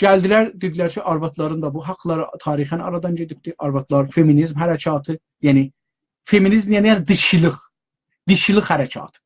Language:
South Azerbaijani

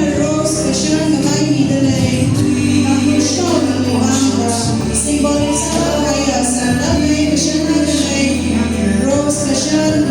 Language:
Tangkhul Naga (India)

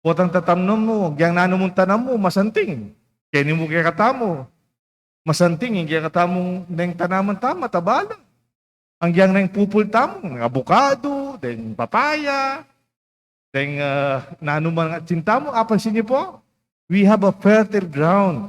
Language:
Pampanga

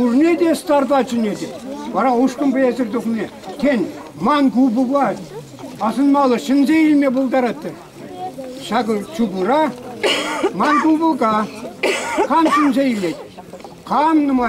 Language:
Chuvash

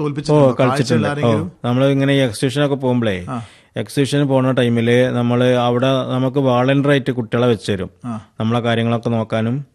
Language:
Malayalam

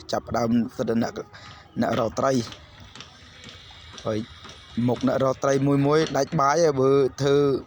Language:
Khmer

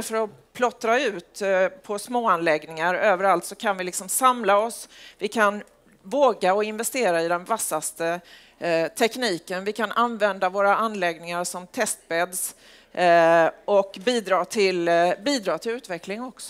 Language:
Swedish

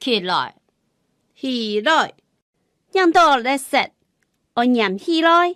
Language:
Hakka Chinese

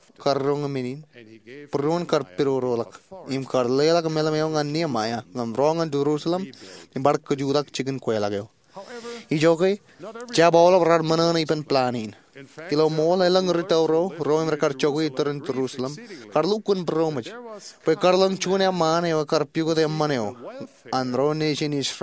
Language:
Marshallese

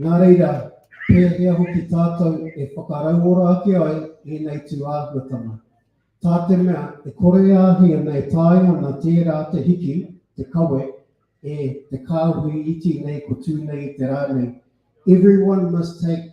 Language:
Māori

